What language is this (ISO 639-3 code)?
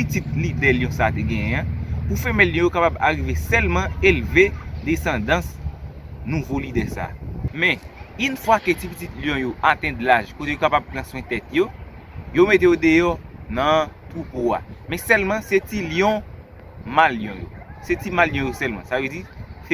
hat